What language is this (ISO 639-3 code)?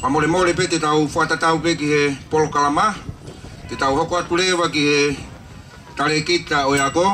ton